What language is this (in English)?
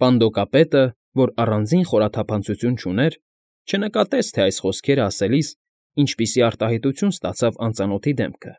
Armenian